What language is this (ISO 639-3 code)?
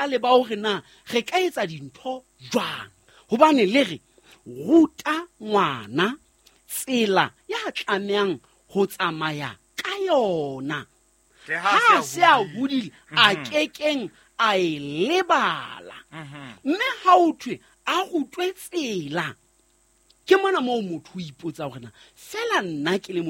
sot